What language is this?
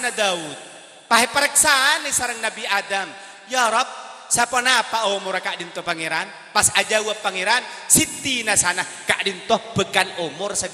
Madurese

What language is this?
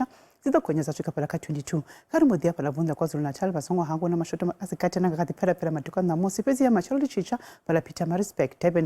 Venda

